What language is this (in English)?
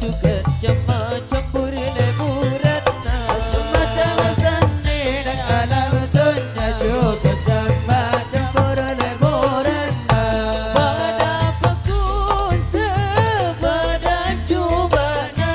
Madurese